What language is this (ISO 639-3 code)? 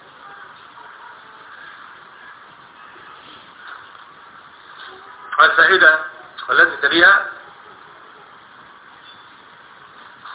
ara